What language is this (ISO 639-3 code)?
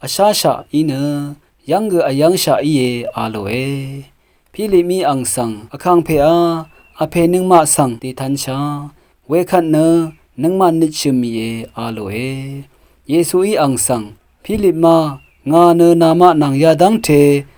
raw